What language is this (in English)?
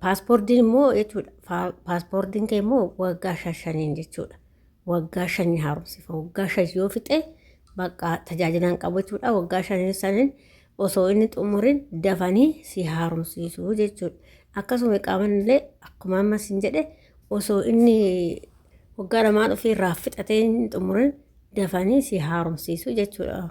Oromo